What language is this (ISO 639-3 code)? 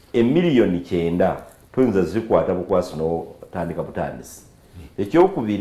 xog